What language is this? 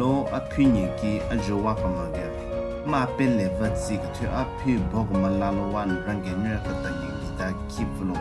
Southern Rengma Naga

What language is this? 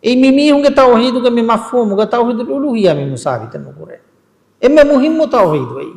Divehi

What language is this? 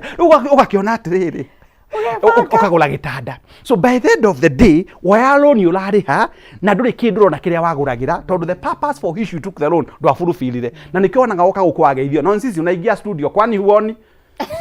Kikuyu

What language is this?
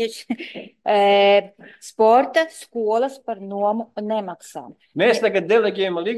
Latvian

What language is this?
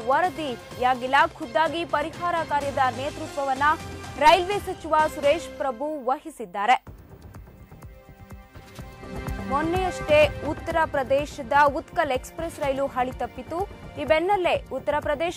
Kannada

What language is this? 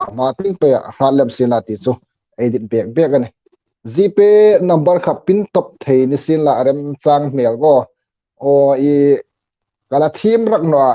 Hmar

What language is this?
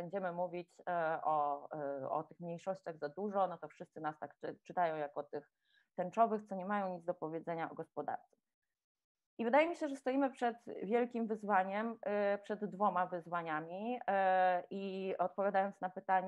Polish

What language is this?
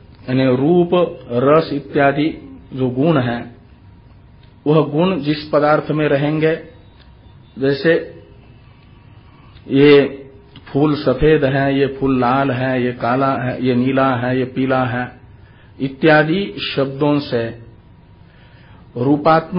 Hindi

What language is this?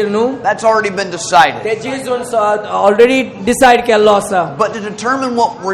Konkani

